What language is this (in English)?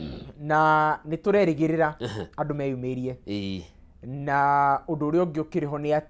Kikuyu